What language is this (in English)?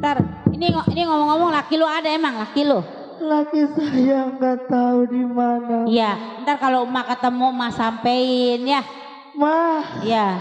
Betawi